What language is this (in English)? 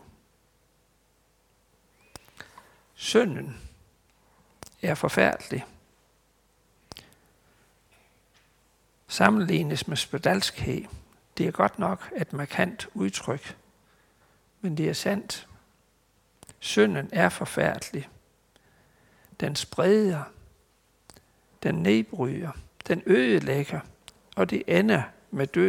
Danish